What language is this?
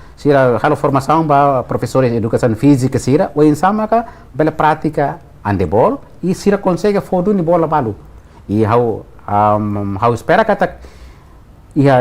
Tetum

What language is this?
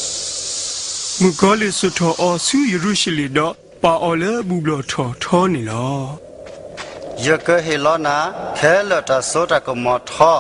S'gaw Karen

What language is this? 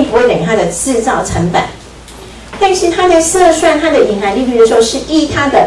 Chinese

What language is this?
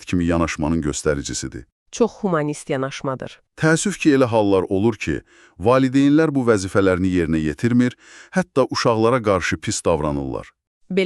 Azerbaijani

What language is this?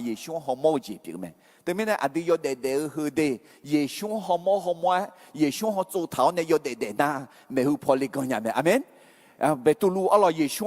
Akha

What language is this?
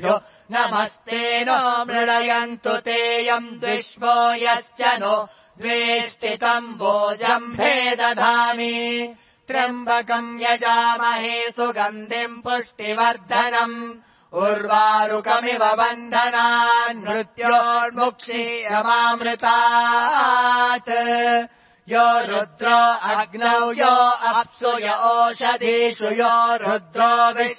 Sanskrit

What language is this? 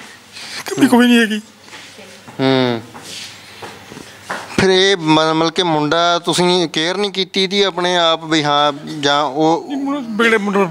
Punjabi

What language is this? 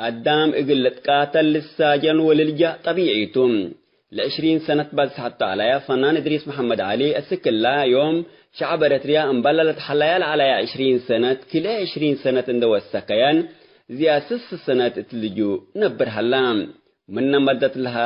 Tigre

